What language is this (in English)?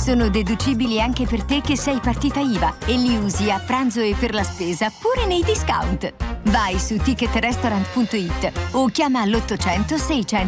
Italian